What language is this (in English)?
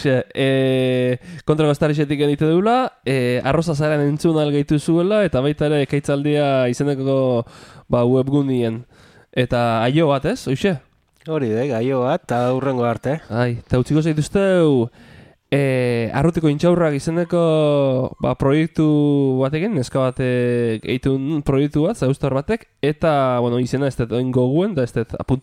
Basque